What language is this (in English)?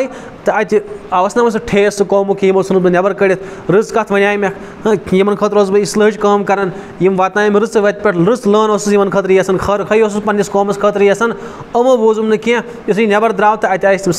Kashmiri